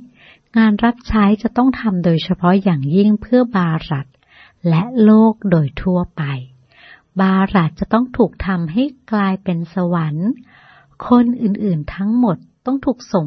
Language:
Thai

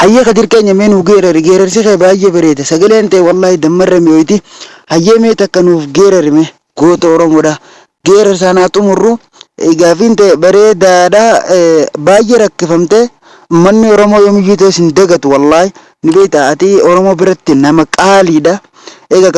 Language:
Oromo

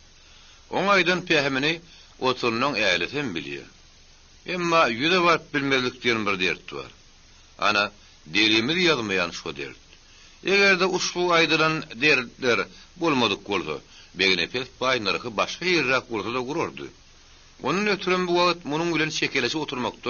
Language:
Turkmen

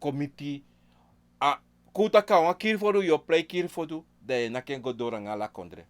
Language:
Sranan Tongo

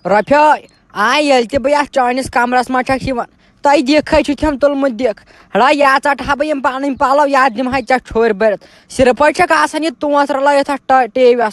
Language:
Kashmiri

